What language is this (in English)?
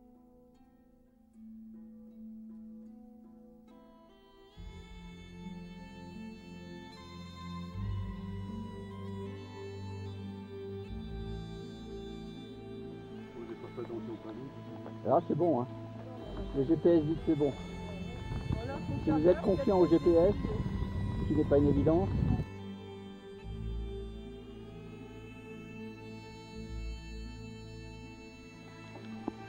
French